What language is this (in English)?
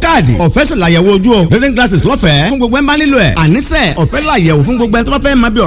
Yoruba